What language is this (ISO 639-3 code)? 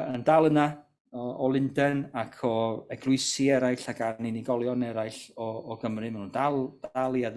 cym